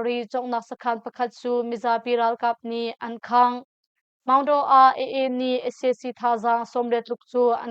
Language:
Hakha Chin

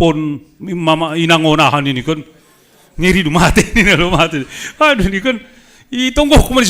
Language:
Batak Simalungun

